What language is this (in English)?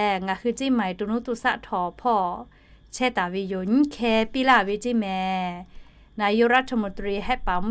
Lahu